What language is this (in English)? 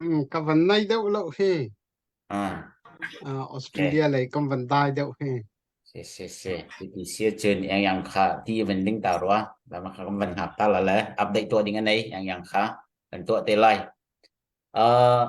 Hakha Chin